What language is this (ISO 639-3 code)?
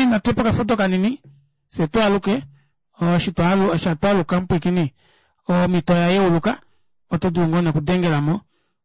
kua